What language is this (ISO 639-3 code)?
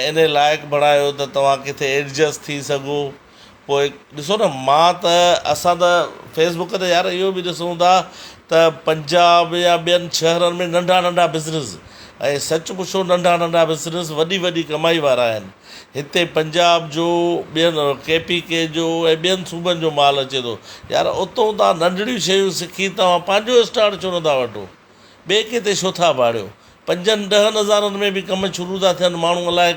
snd